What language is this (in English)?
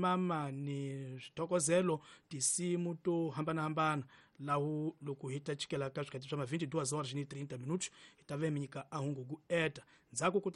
Tsonga